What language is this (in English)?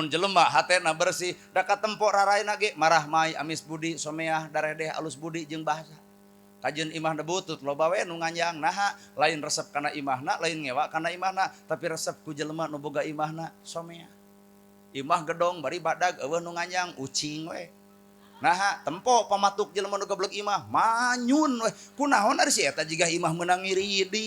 Sundanese